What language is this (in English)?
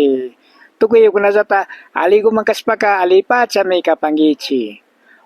Imbabura Highland Quichua